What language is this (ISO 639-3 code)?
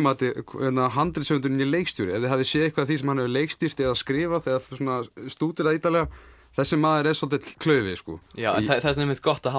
isl